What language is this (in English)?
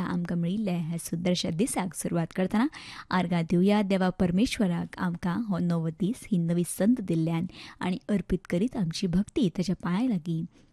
Konkani